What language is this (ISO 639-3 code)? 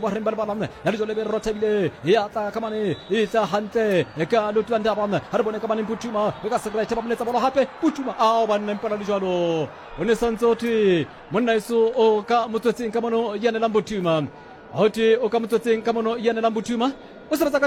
sot